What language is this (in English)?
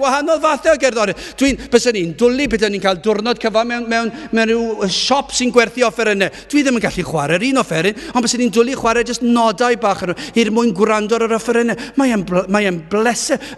Welsh